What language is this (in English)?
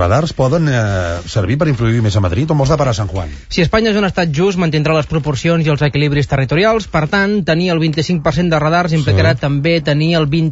Catalan